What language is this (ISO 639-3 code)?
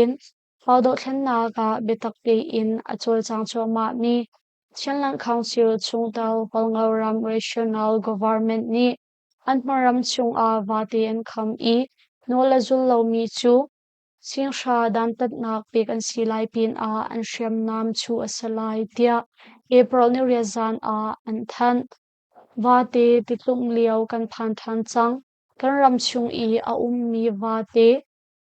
cnh